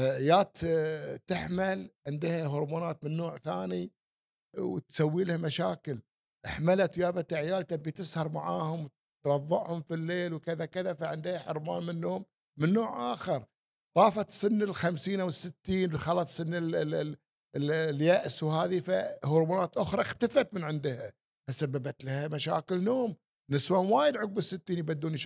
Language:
Gulf Arabic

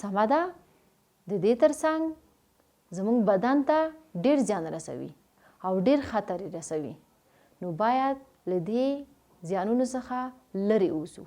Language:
Pashto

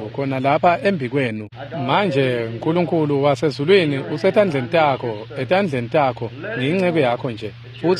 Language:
Swati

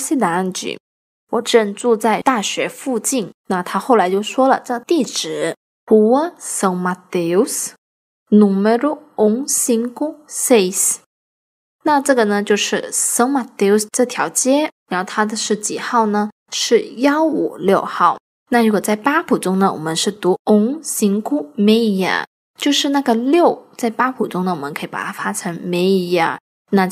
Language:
Chinese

